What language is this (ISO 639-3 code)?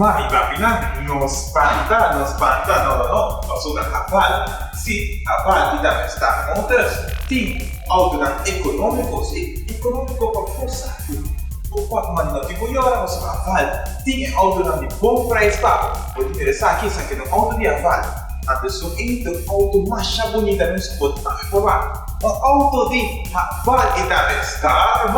pap